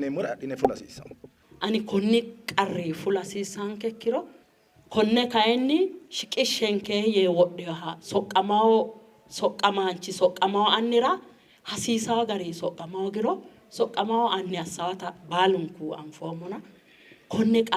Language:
Sidamo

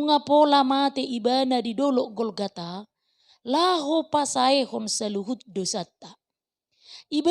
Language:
Batak Toba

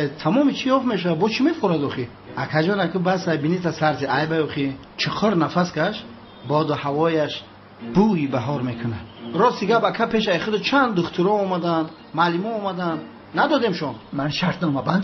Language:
Tajik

